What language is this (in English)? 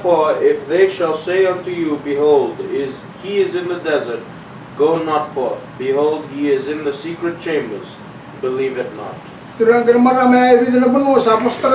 Fijian